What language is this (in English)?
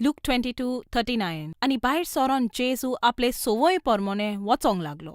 Konkani